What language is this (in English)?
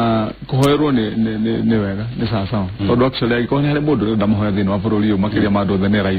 Kikuyu